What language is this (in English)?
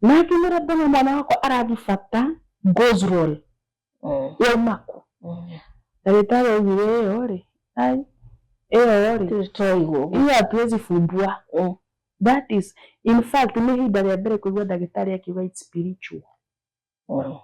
Kikuyu